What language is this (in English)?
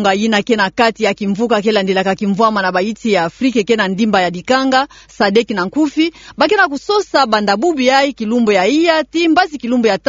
Kituba (Democratic Republic of Congo)